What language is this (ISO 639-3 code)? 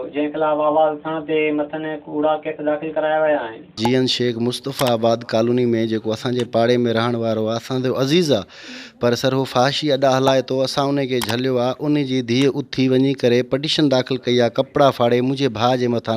snd